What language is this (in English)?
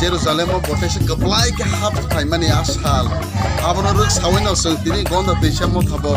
Kok Borok